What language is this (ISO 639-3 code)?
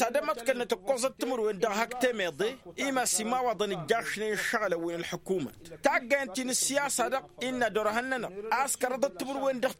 taq